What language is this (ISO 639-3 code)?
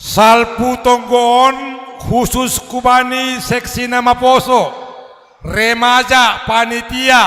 bts